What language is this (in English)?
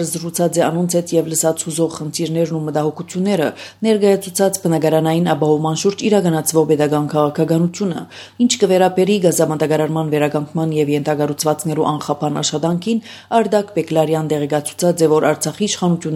Armenian